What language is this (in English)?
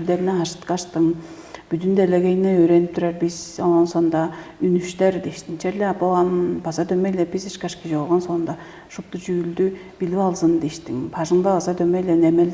Tuvinian